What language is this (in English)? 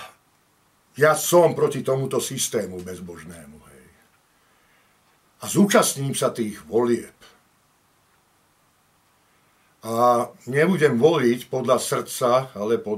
Slovak